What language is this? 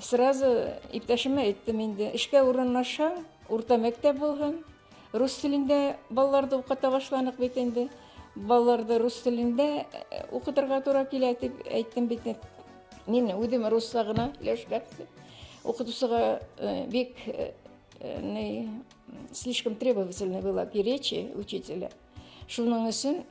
Bashkir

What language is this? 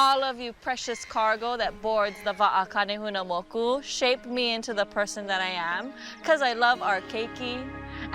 Māori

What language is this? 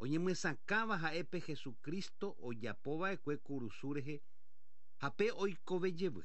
Guarani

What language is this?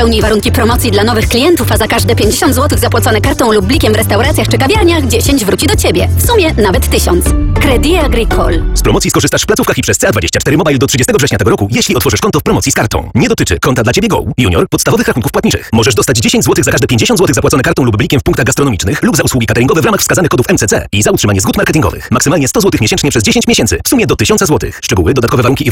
Polish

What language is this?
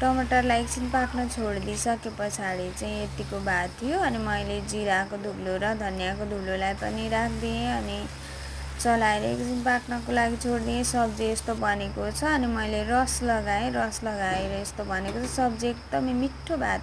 Nepali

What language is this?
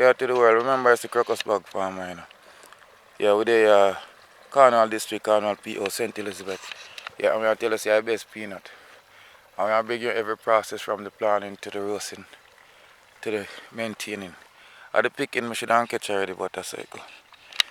Jamaican Creole English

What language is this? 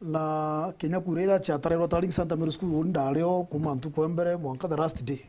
Meru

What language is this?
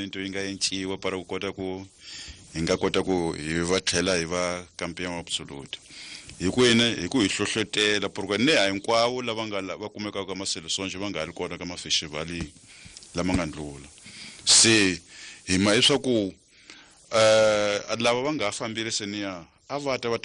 Tsonga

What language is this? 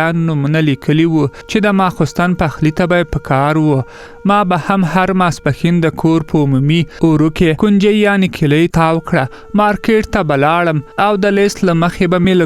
Pashto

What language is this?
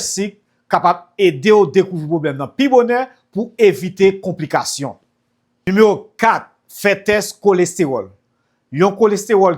Haitian Creole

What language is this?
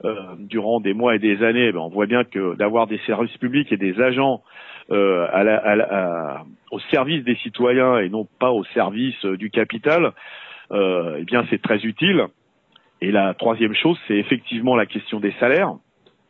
French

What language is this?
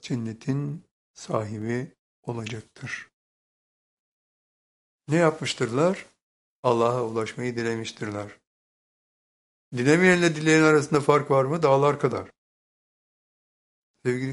Turkish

